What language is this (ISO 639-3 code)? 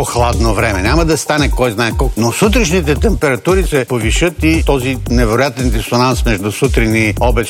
bul